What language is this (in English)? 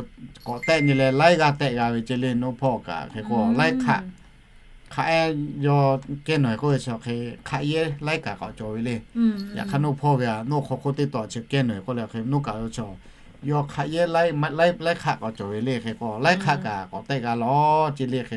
Lahu